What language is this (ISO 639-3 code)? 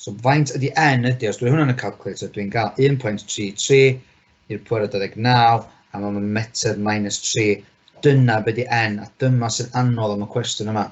cym